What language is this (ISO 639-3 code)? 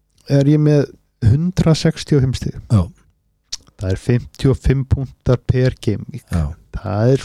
isl